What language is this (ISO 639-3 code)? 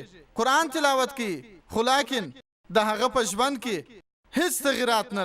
pus